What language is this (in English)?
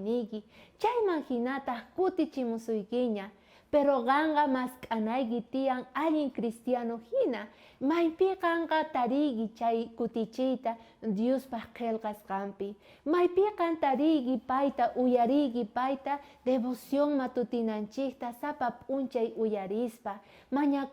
South Bolivian Quechua